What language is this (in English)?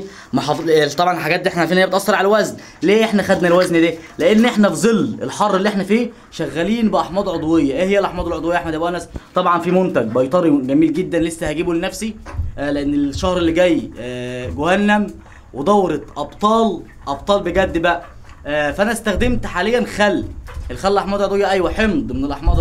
Egyptian Arabic